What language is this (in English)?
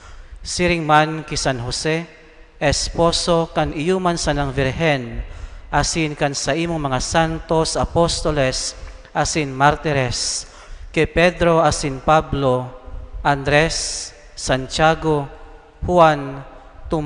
Bikol